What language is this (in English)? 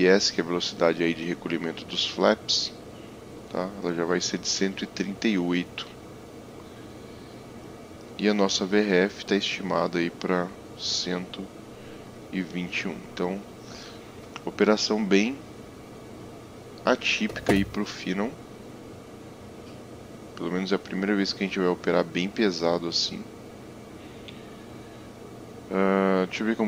Portuguese